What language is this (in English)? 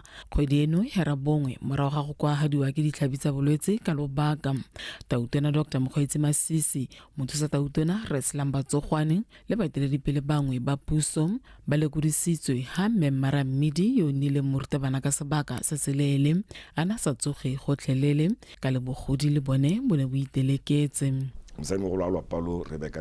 Tswana